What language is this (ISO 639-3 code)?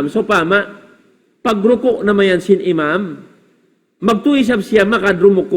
tsg